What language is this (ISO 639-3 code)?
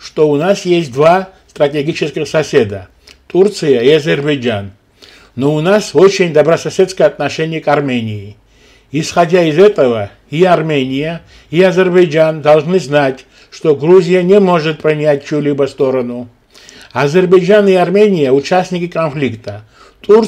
rus